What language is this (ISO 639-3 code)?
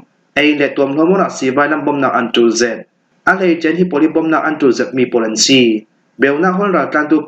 cfm